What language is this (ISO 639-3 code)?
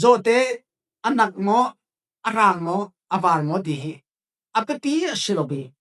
cfm